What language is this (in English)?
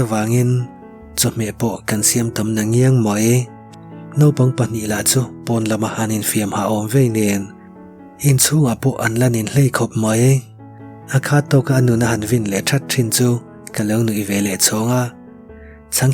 Mizo